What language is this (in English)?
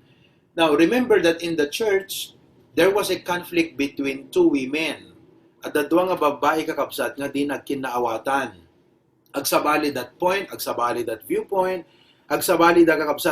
Iloko